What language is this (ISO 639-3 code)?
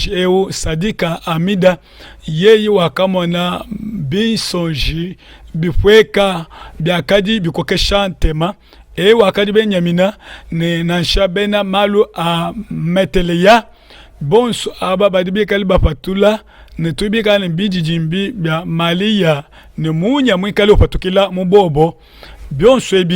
lua